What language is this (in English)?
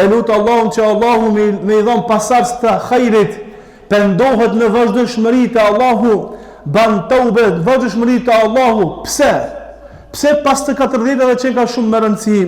Albanian